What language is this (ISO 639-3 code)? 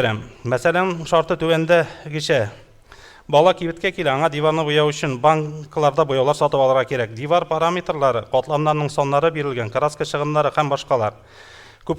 tat